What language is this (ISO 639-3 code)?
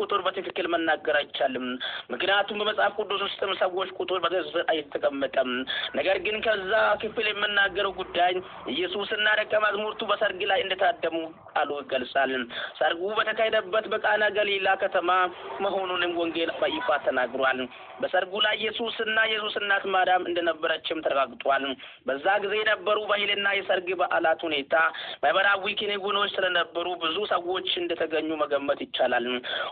amh